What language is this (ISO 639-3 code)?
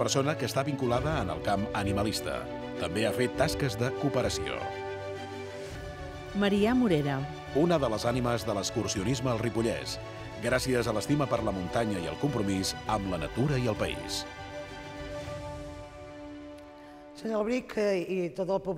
cat